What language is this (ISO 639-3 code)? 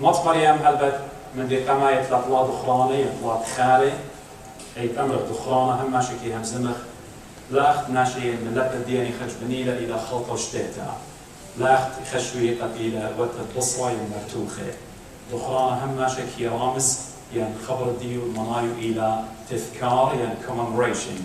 aii